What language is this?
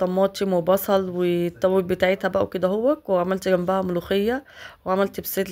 Egyptian Arabic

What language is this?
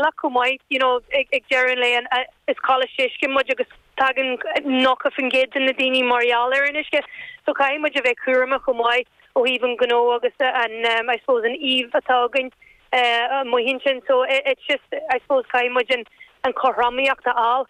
Irish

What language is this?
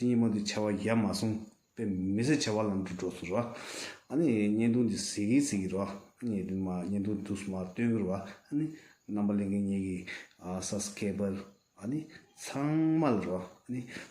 Tibetan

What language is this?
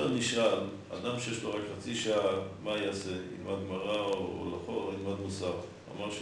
Hebrew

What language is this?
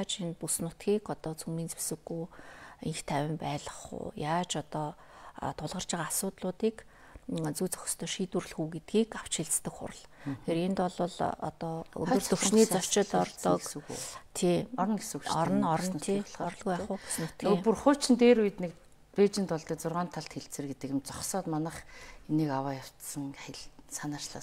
Mongolian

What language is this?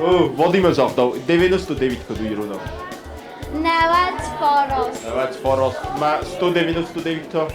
Ossetic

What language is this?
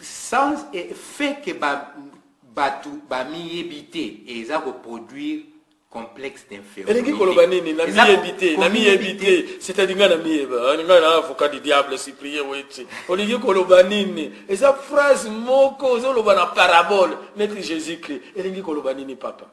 Lingala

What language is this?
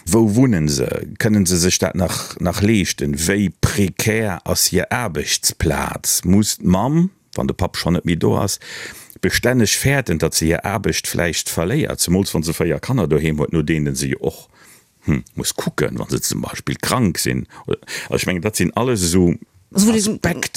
Luxembourgish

